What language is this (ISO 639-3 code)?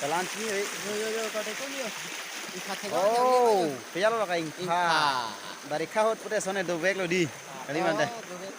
mjw